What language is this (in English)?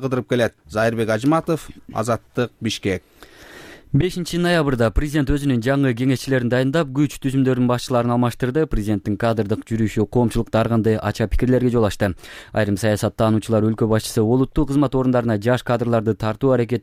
Kyrgyz